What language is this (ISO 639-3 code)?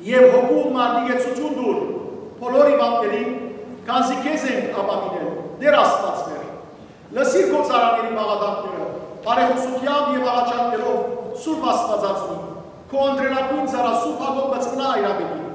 hyw